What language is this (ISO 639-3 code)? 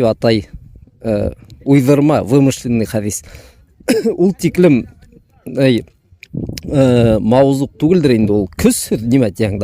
bak